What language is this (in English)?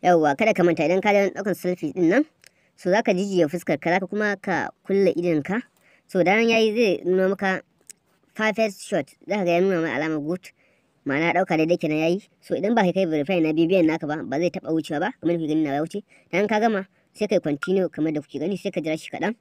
Hausa